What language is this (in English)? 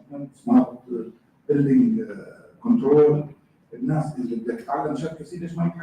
North Levantine Arabic